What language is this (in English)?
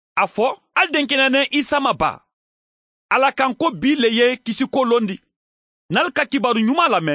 Mandingo